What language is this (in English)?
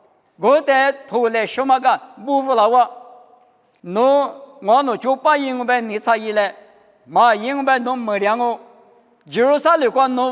Lisu